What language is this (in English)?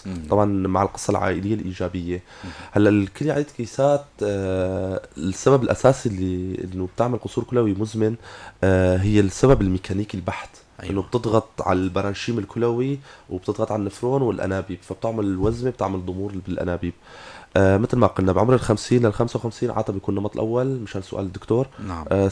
North Levantine Arabic